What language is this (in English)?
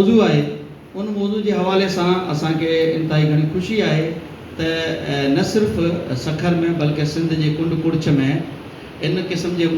Sindhi